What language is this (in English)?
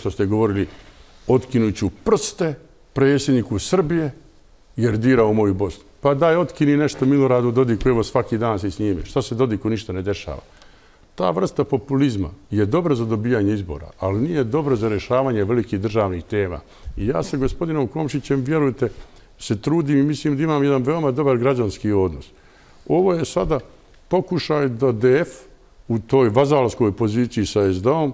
Bosnian